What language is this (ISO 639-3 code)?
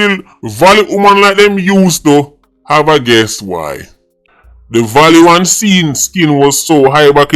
jam